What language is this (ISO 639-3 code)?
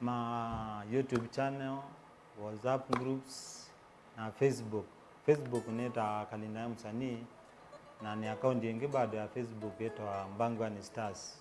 kam